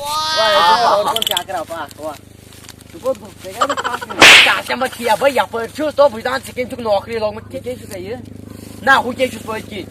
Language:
Kashmiri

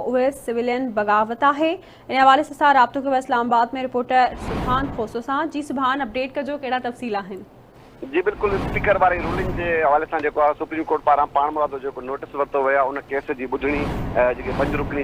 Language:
Sindhi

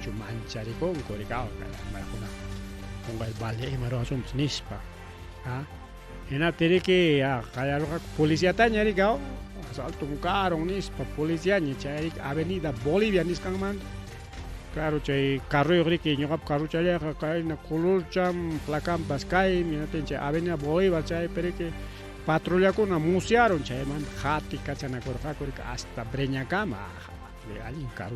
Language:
Ayacucho Quechua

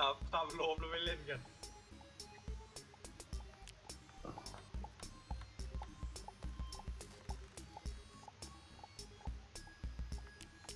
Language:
Thai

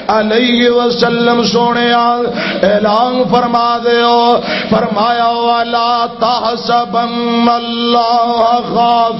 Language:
Western Panjabi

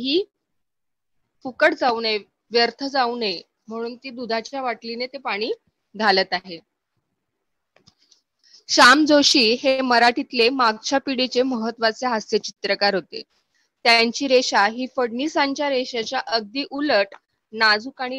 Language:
Marathi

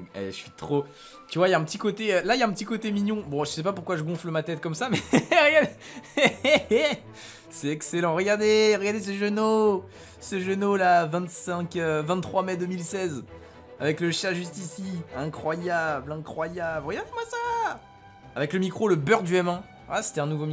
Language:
French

